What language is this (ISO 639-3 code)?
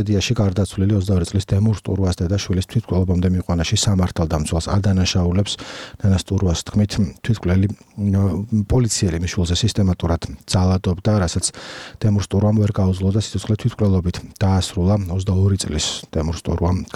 kat